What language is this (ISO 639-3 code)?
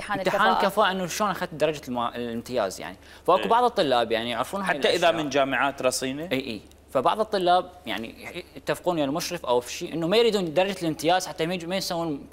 acm